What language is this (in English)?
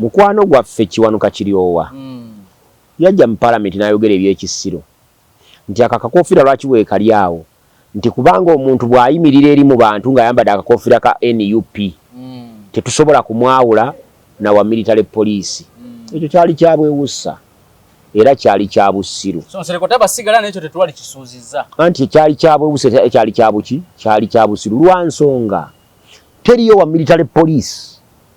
Ganda